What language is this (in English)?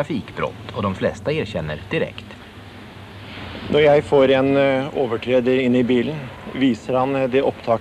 Swedish